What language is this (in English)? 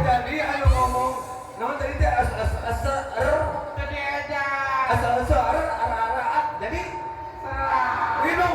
Sundanese